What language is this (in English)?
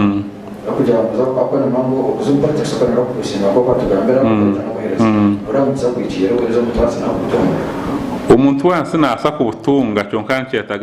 Nyankole